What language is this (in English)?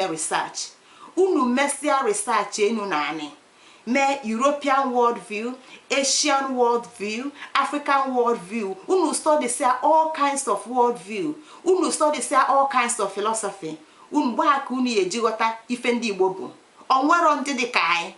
Igbo